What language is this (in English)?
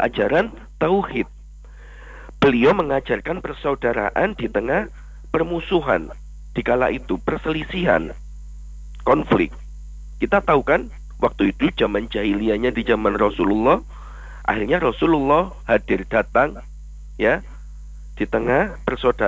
Indonesian